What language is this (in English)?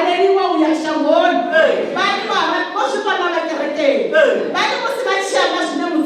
Venda